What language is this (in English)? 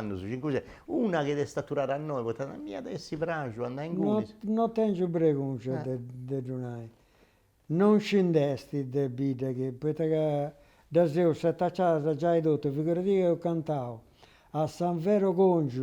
Sardinian